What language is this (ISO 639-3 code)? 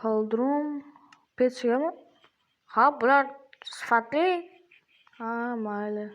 uzb